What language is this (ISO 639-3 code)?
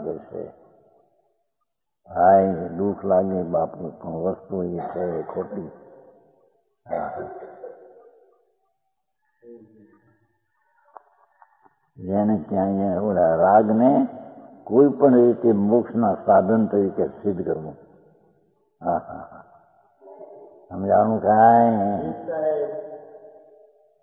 guj